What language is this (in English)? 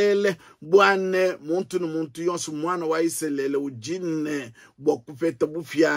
Luba-Lulua